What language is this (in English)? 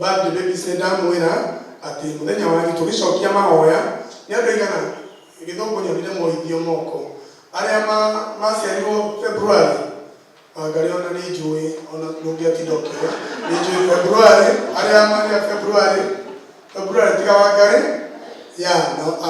Kikuyu